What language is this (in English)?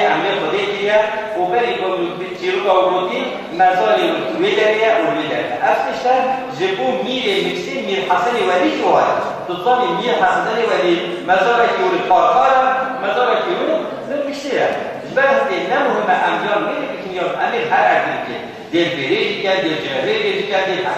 Kurdish